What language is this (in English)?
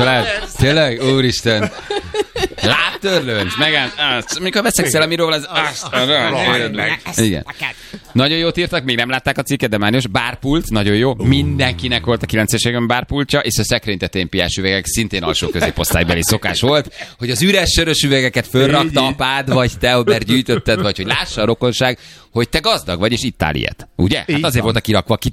Hungarian